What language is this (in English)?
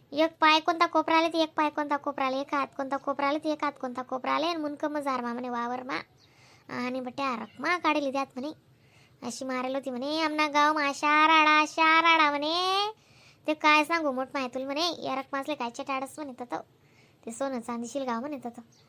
Khandesi